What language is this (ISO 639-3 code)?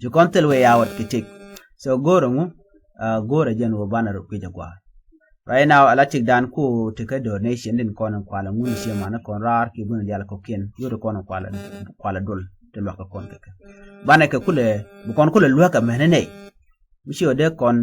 nus